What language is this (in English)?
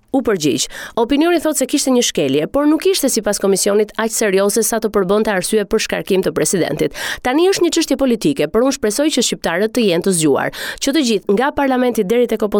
Albanian